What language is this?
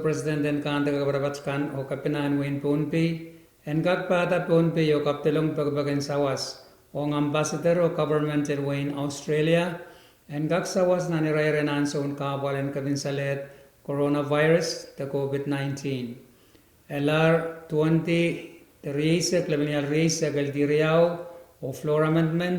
Pohnpeian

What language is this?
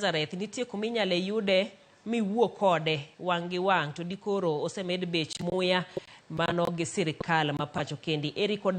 Luo (Kenya and Tanzania)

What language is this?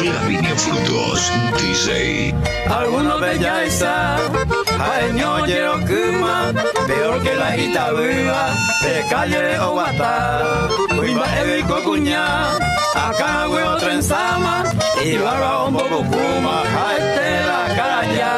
Guarani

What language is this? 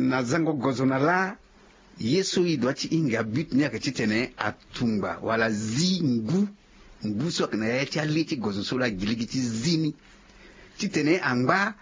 Sango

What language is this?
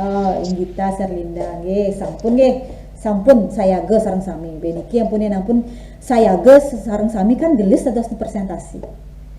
Balinese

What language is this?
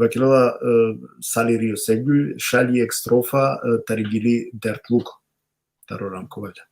Balkan Romani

